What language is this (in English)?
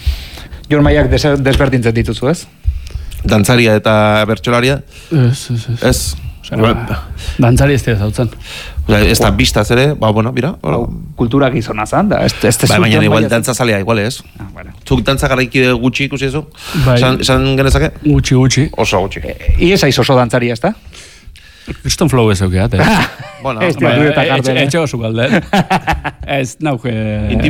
Basque